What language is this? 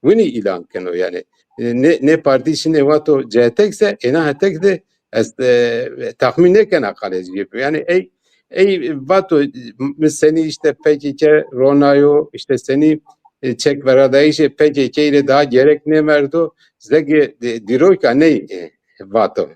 Zaza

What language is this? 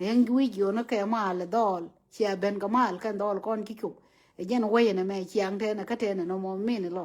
Nuer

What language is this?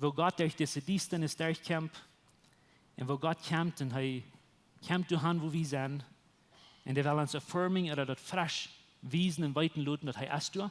Plautdietsch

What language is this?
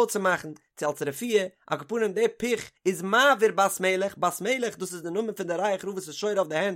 Yiddish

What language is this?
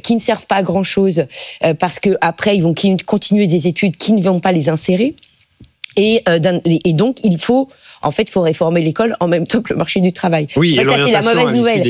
French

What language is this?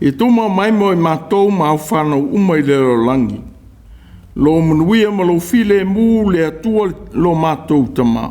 Samoan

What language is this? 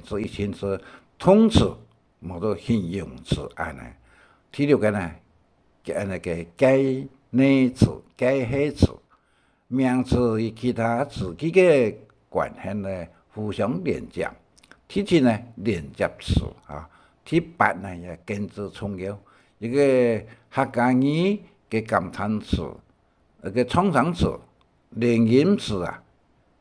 Hakka Chinese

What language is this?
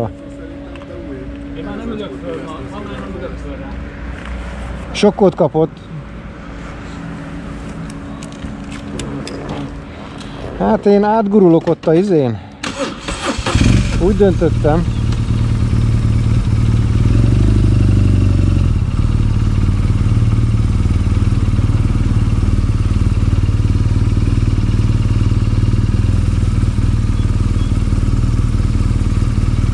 Hungarian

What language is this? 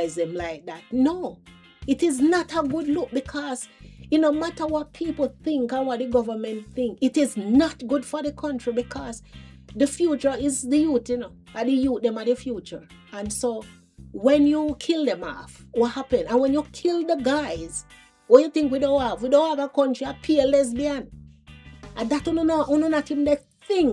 Jamaican Creole English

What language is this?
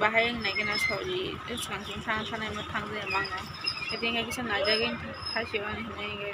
Kok Borok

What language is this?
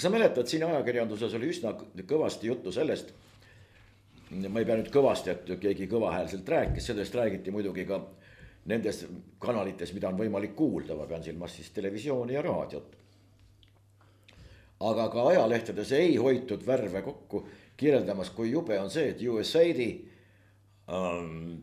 Estonian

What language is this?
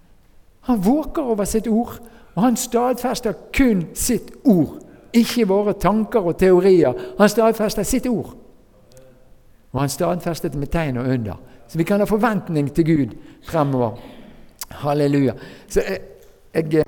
Norwegian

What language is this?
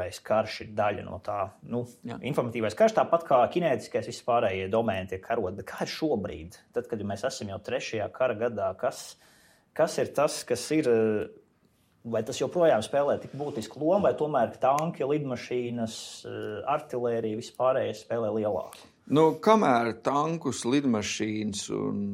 Latvian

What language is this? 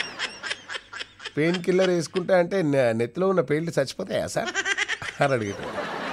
Telugu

